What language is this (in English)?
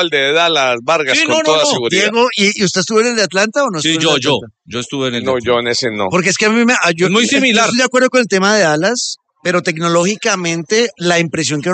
Spanish